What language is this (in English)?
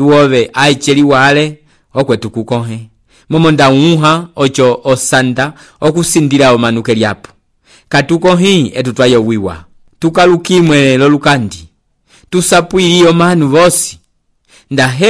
Umbundu